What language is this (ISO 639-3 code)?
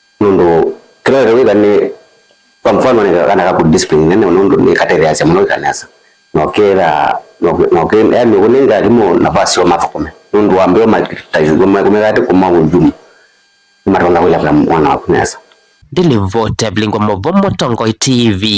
kam